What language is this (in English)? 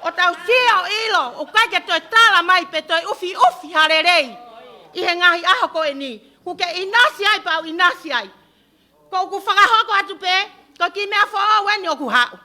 Tongan